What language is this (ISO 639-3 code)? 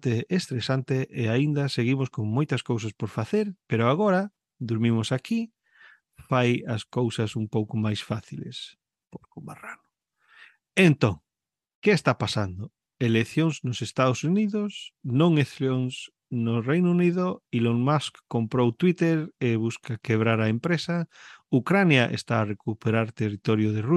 glg